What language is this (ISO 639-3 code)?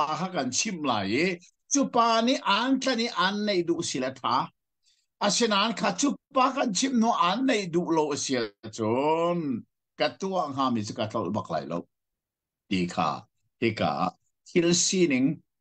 cnh